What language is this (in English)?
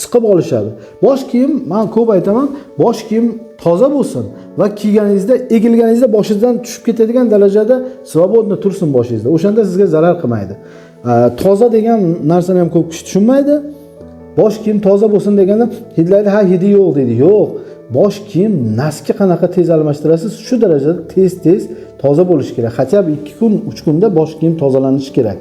Uzbek